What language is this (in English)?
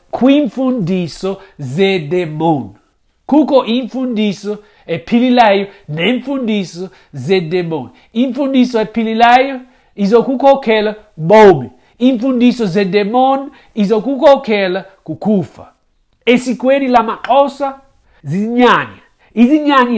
Xhosa